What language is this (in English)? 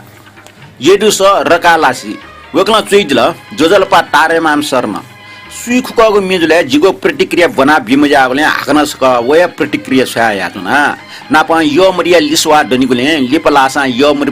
Newari